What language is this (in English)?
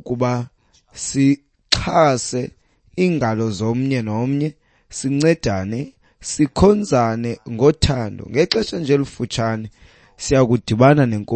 Xhosa